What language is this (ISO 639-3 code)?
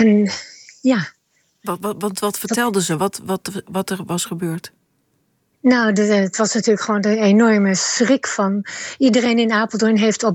nld